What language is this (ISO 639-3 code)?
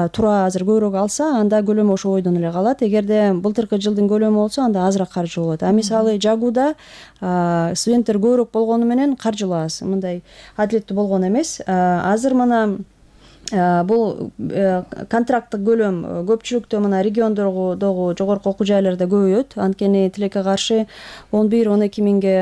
kir